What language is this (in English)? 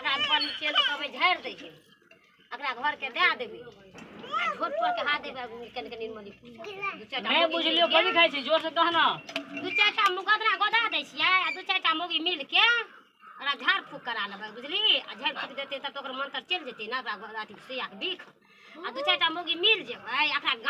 Maithili